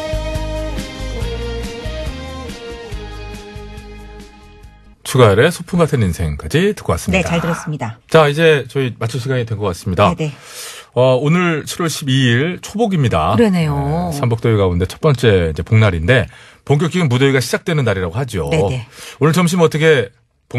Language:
Korean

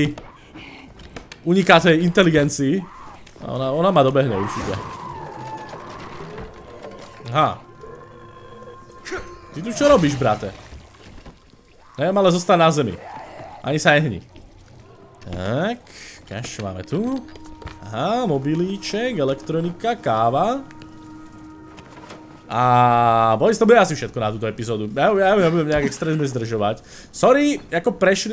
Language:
Slovak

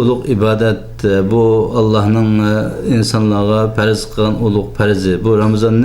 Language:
Uyghur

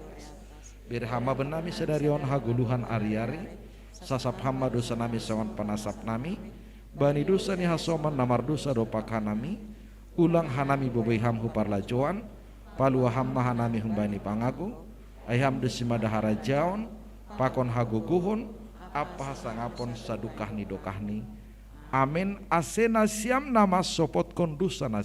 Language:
Batak Simalungun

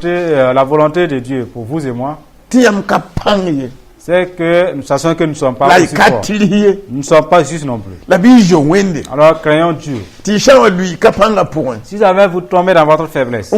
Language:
Mossi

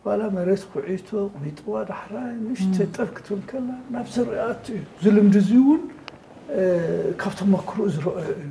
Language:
Tigrinya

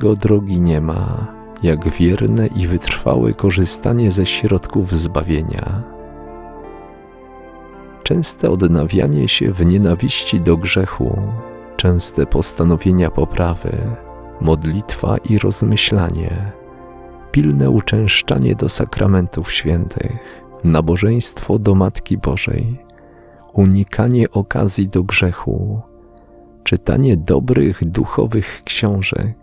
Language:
Polish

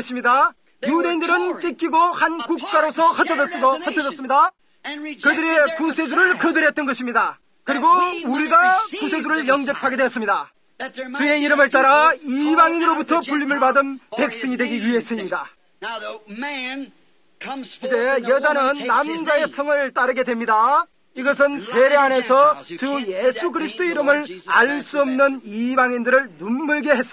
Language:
Korean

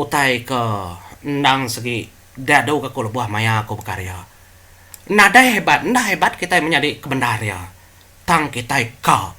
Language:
Iban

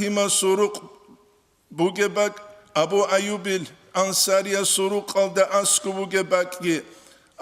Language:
Avaric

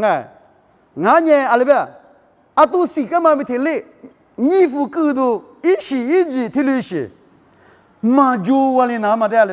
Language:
Lisu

